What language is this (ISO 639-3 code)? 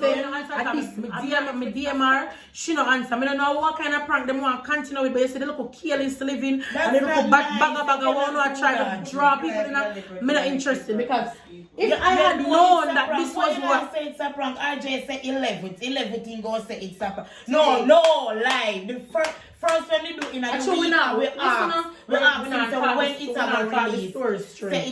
jam